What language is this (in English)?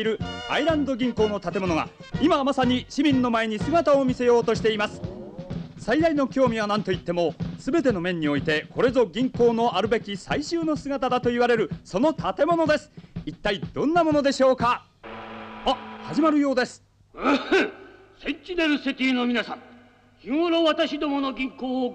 Japanese